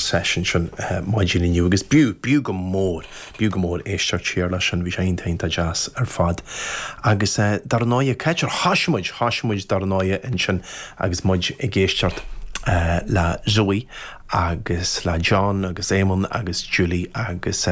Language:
Irish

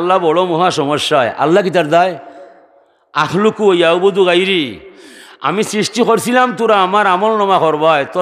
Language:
Sylheti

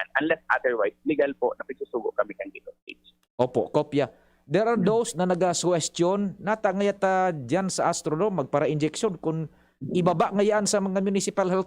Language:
Bikol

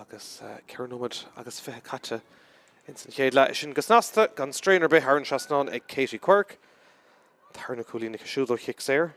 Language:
Irish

